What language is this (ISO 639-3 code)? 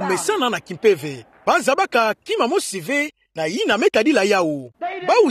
ktu